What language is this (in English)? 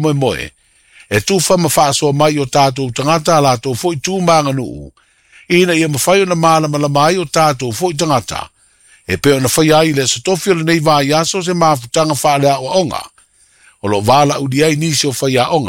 Samoan